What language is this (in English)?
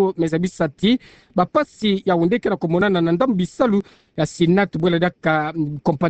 Kituba (Democratic Republic of Congo)